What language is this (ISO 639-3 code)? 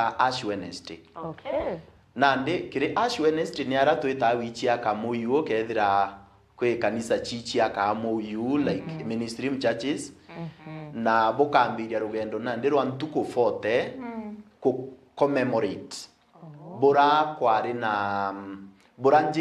mer